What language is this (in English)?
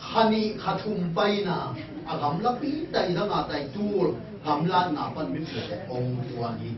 Tedim Chin